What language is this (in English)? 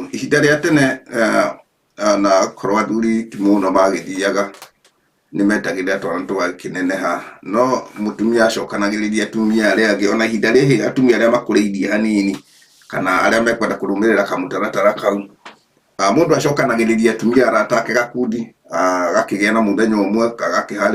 Kikuyu